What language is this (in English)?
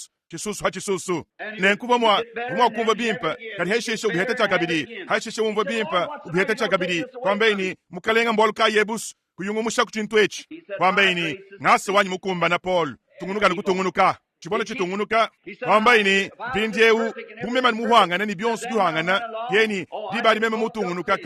Luba-Lulua